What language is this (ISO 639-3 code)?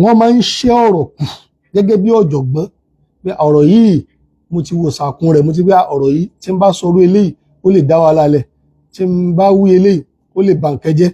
yor